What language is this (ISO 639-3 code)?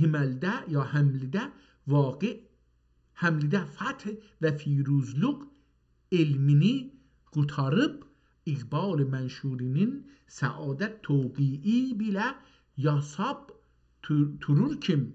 azb